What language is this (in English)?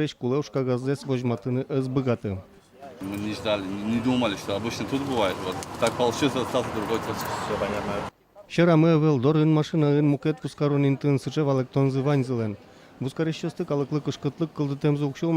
Udmurt